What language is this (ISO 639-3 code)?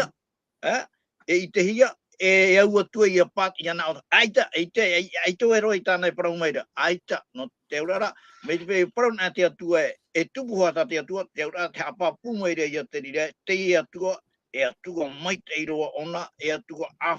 tah